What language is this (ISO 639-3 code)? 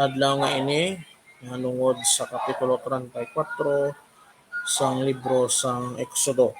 hil